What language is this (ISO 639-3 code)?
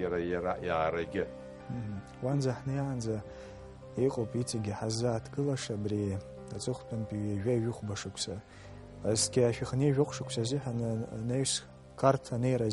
abk